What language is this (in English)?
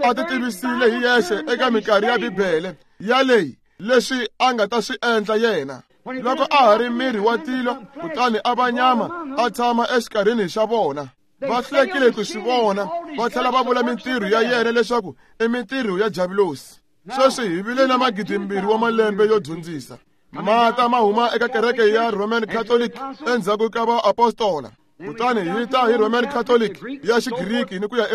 Tsonga